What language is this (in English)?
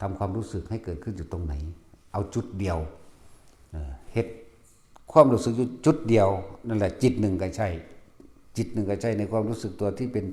Northeastern Thai